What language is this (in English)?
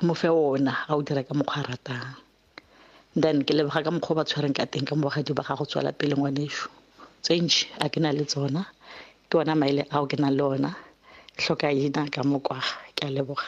Northern Sotho